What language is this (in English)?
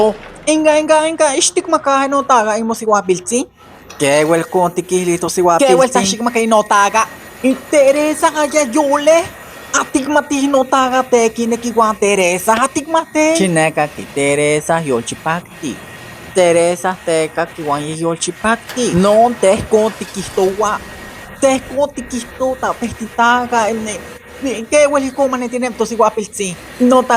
Isthmus-Mecayapan Nahuatl